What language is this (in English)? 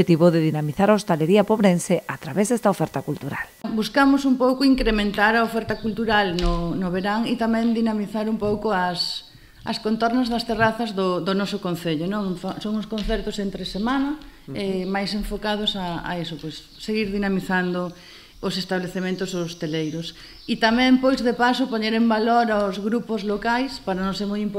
Galician